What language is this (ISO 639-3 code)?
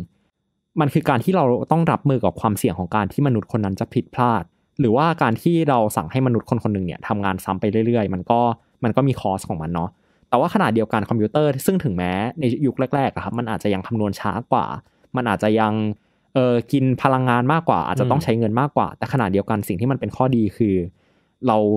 tha